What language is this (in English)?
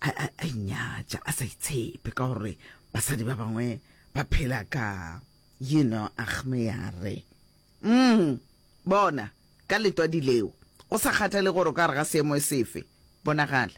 Northern Sotho